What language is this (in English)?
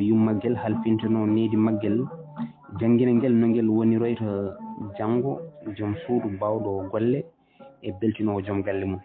Fula